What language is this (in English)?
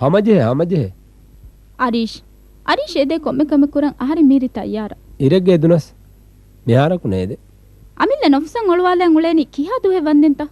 Divehi